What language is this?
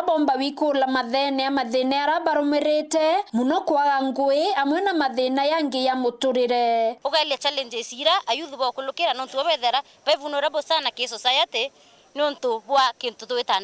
Meru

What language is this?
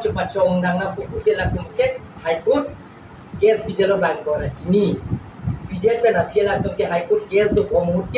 Karbi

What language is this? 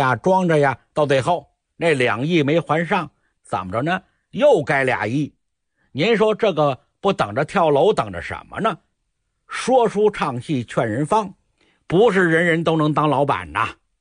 Chinese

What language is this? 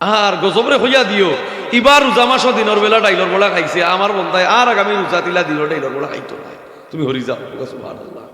Sylheti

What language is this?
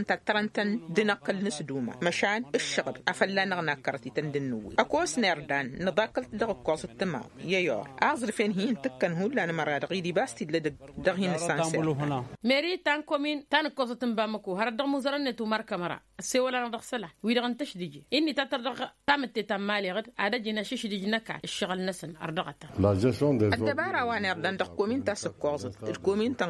Tamasheq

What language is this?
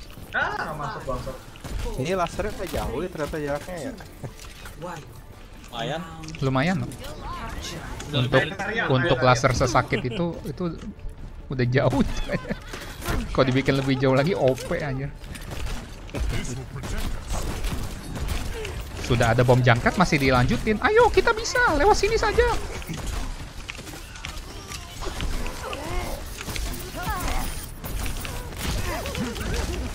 Indonesian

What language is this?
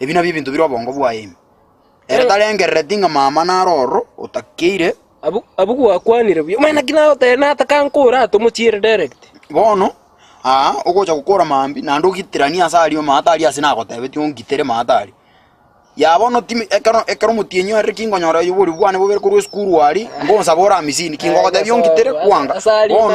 Gusii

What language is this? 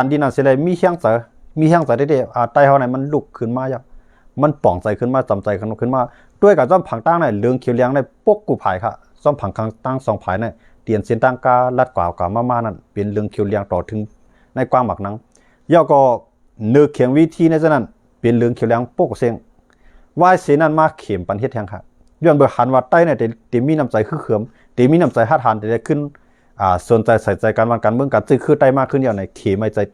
Shan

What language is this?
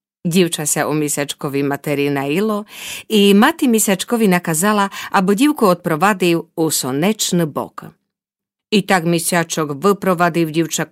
Rusyn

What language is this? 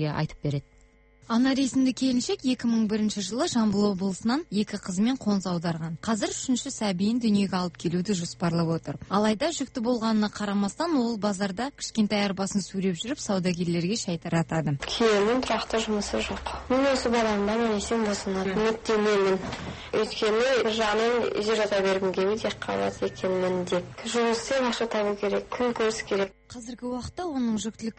Kazakh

